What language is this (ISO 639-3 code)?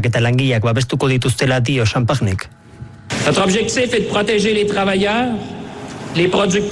eus